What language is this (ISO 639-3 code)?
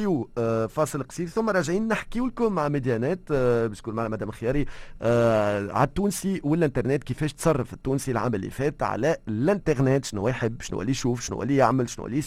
aeb